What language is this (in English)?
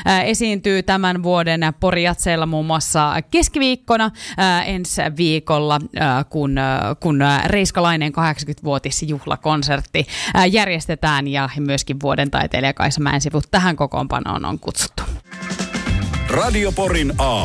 Finnish